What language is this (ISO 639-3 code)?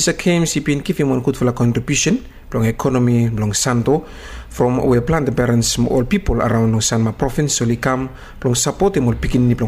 bis